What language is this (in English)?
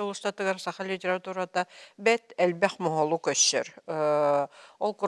Yakut